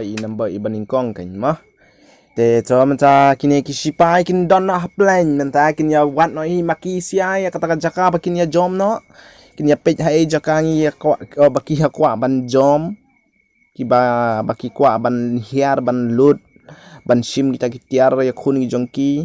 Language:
Khasi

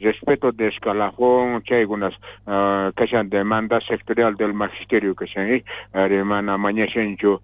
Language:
South Bolivian Quechua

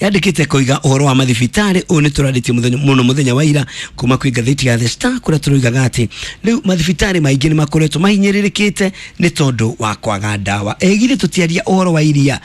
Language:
Kikuyu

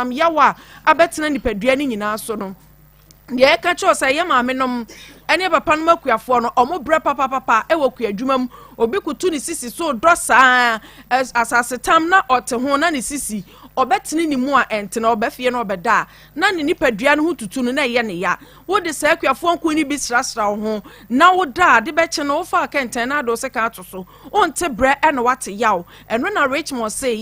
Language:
Akan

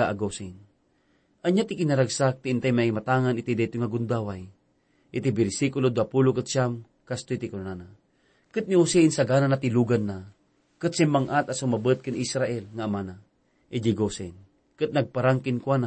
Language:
Iloko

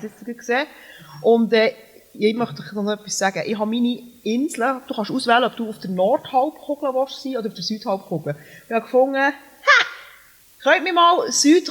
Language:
Swiss German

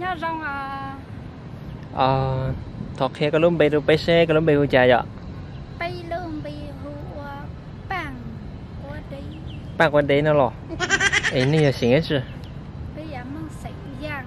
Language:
Hmong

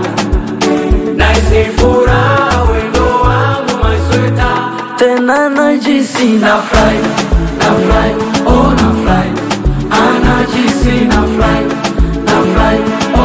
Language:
Swahili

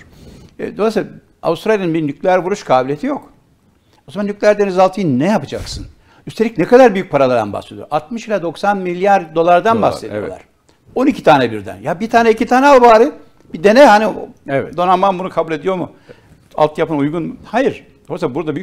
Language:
Turkish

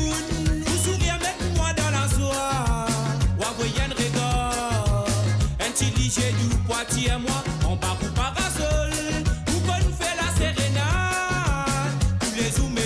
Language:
Morisyen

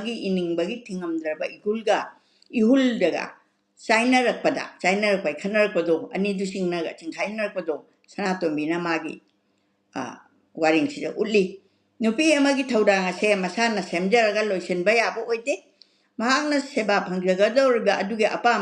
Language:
Manipuri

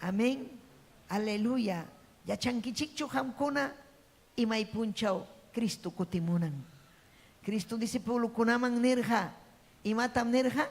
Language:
Ayacucho Quechua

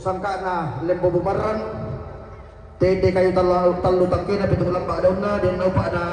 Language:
Toraja-Sa'dan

